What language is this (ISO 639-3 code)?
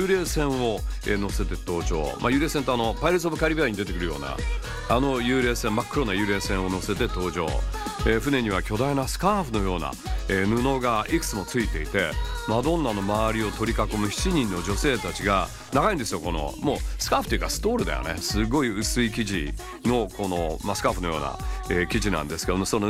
jpn